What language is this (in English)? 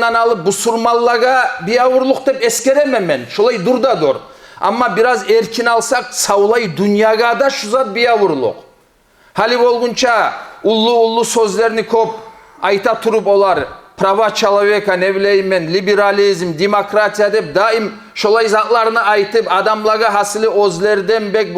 Kumyk